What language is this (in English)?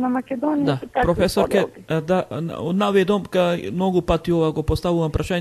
Macedonian